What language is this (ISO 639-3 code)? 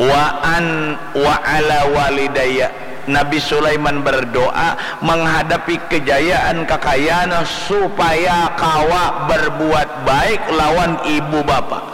bjn